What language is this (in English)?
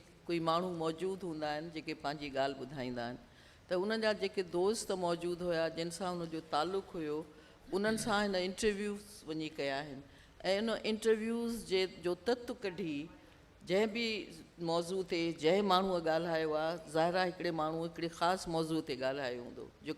Sindhi